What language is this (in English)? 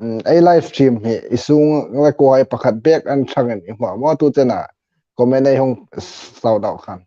Hmar